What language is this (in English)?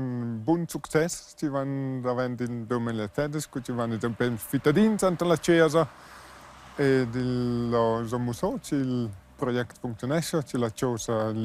Romansh